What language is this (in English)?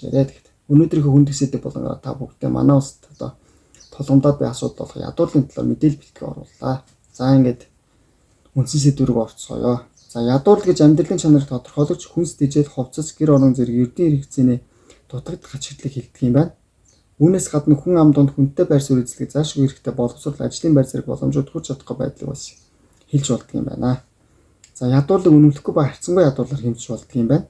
Mongolian